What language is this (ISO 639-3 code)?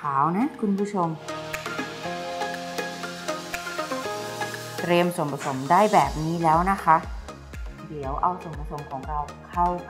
tha